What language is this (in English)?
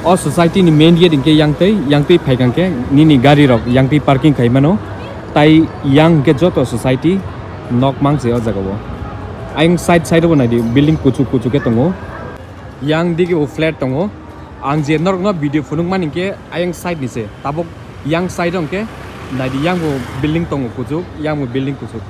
Kok Borok